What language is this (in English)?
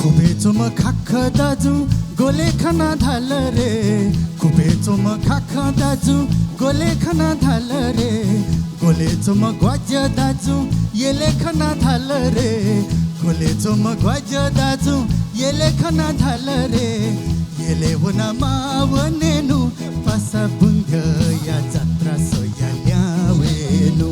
Newari